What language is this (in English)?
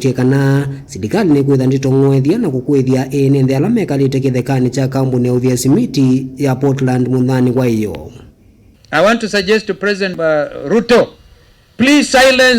Kamba